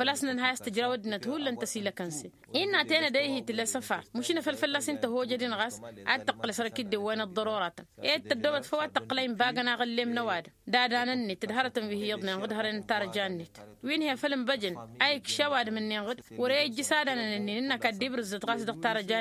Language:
Tamasheq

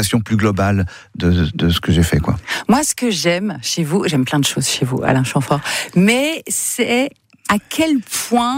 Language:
French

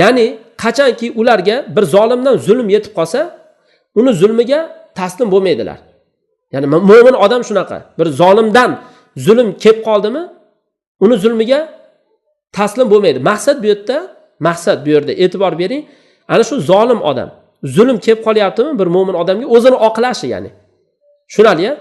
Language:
Uzbek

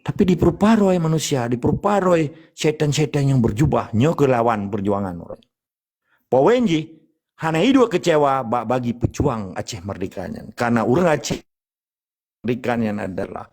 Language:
Achinese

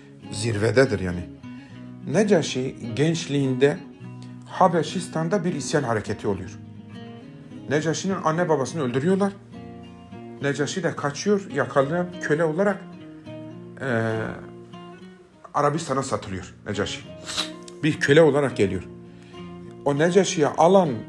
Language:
Turkish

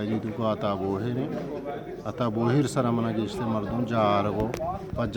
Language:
Baluchi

